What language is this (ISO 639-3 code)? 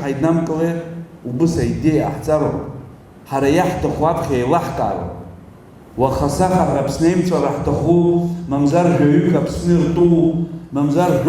abk